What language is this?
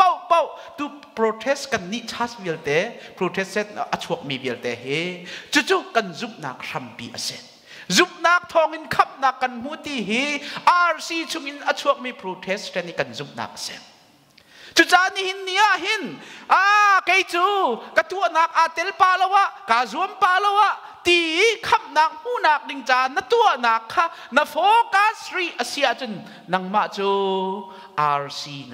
Hakha Chin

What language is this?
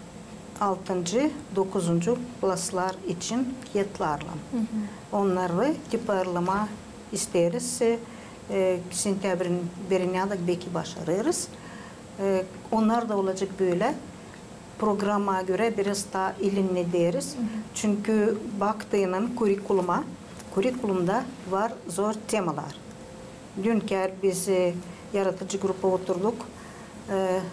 Gagauz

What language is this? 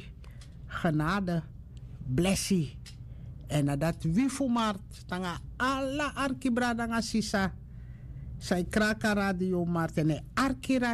Sranan Tongo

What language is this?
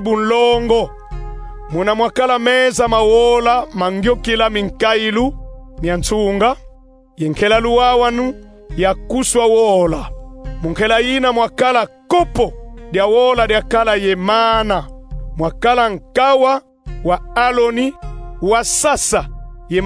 Kongo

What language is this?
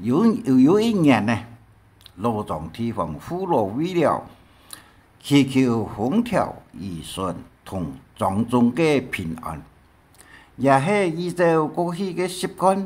Hakka Chinese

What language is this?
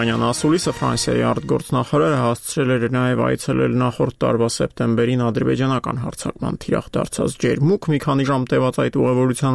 Armenian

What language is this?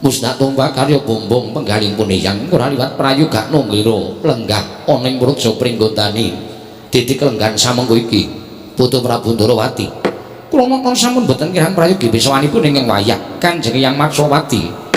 Javanese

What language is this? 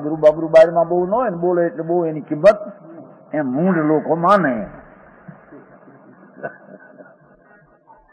Gujarati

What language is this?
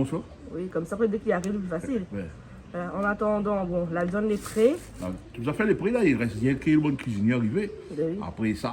Réunion Creole French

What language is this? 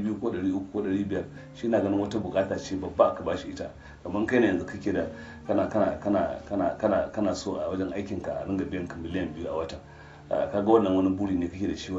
Hausa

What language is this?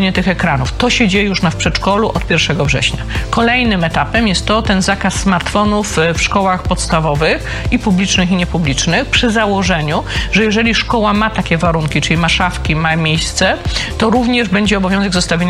Polish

